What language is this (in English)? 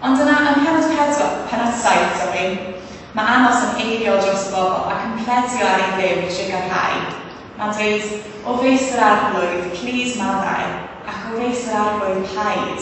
Welsh